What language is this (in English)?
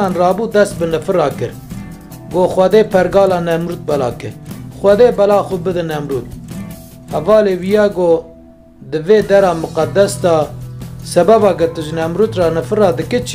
Kurdish